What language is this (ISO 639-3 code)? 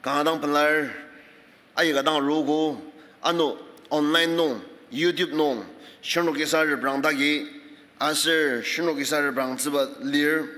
njo